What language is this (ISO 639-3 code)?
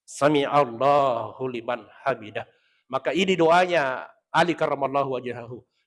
bug